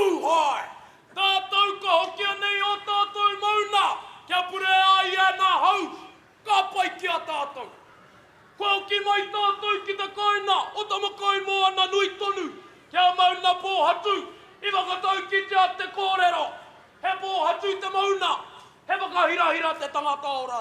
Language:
Māori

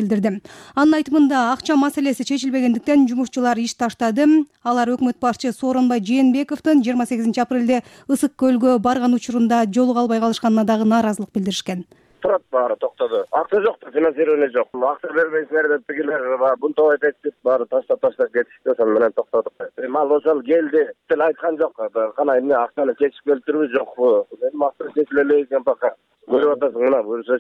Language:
Kyrgyz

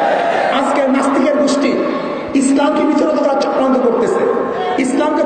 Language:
Bangla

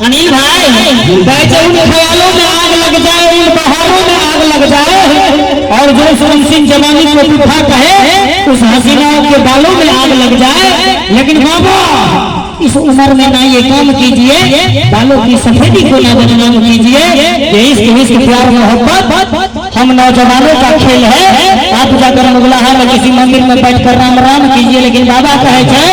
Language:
Maithili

